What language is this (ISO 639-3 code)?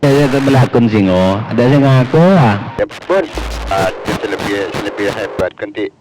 mad